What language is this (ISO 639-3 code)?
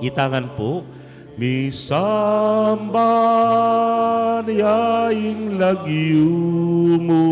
pam